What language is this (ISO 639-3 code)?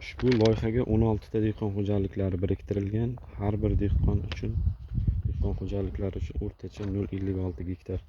uzb